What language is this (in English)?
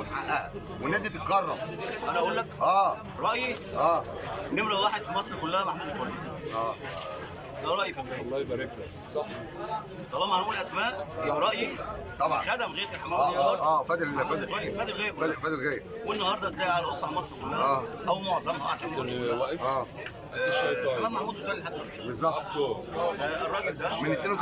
Egyptian Arabic